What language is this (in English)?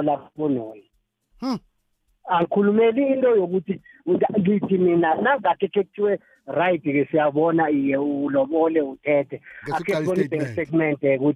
South Ndebele